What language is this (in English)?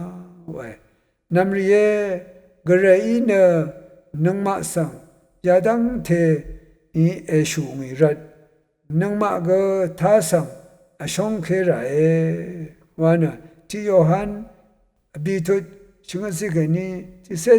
Rawang